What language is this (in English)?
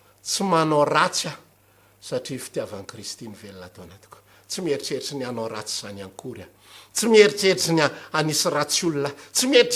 Malagasy